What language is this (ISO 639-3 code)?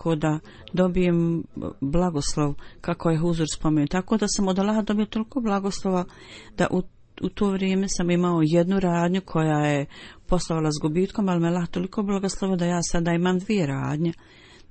bos